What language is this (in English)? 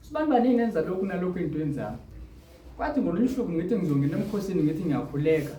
Zulu